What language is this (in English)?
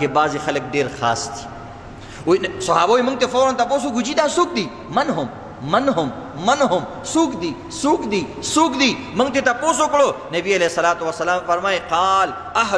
Pashto